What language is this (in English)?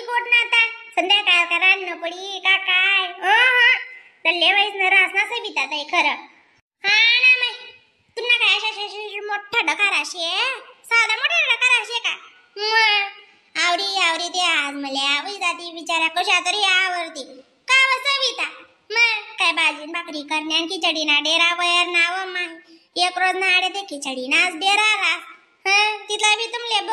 Khandesi